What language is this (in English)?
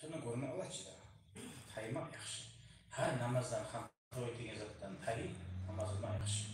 Kumyk